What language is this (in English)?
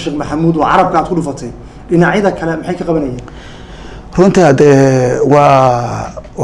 Somali